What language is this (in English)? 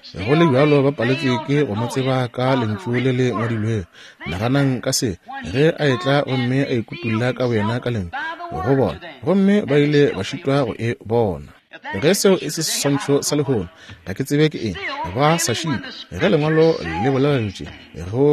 Northern Sotho